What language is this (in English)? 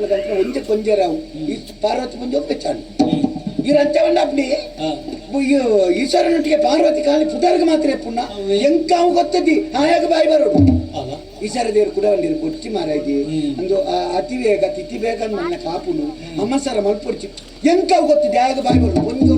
Tulu